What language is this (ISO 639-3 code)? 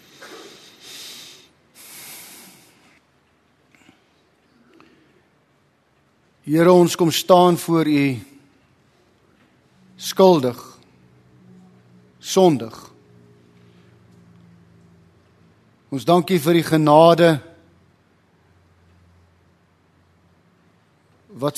afr